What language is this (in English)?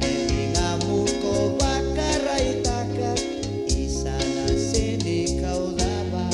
Fijian